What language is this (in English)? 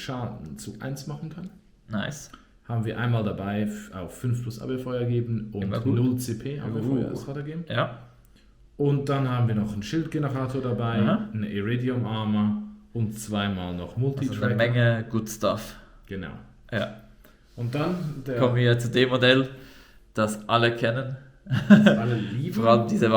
Swiss German